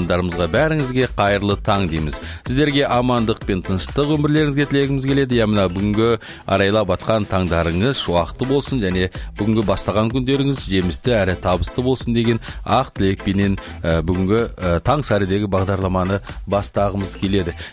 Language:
Kazakh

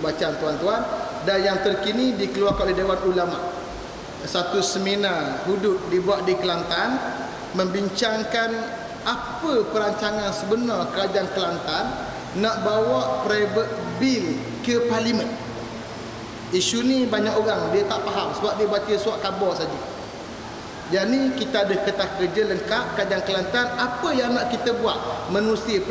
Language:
Malay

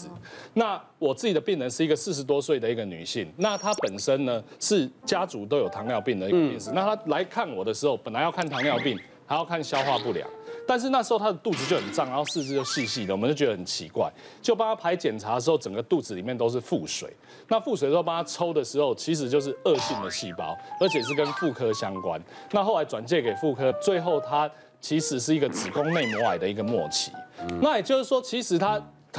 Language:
Chinese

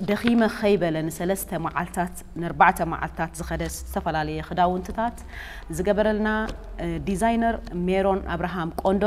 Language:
Tigrinya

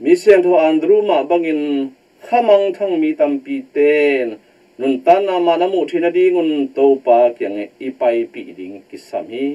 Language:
Tedim Chin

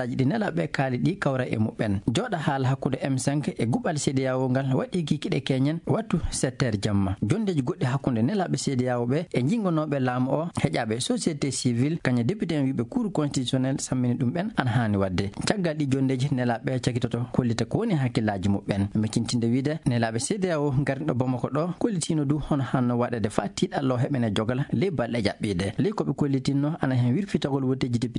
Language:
Maasina Fulfulde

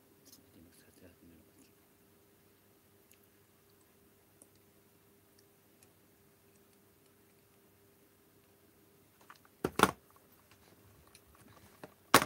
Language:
Japanese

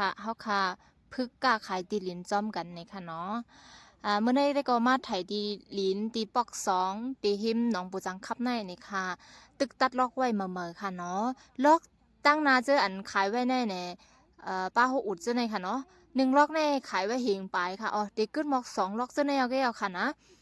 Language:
Shan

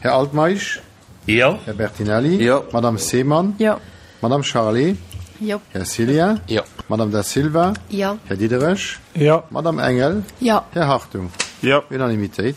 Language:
Luxembourgish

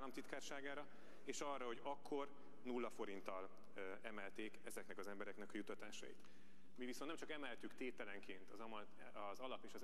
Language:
Hungarian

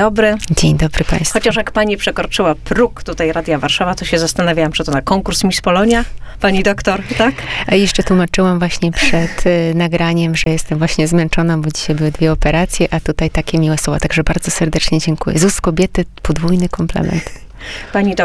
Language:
Polish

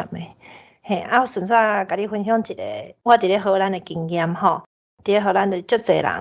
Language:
Min Nan Chinese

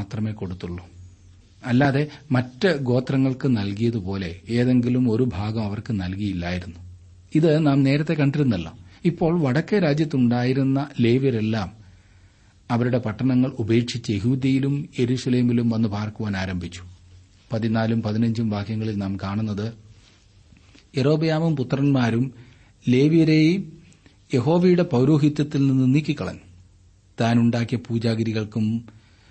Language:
Malayalam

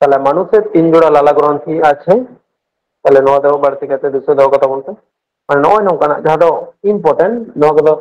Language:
Santali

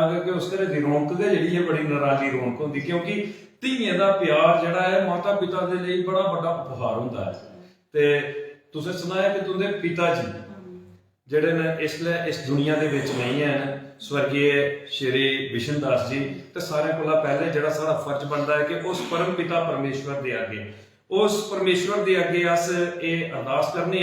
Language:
Dogri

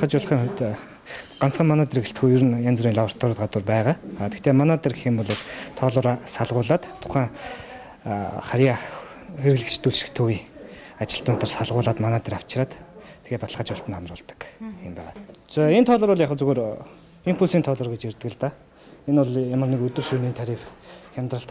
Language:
Mongolian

